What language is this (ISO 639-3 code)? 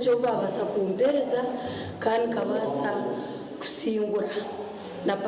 nyn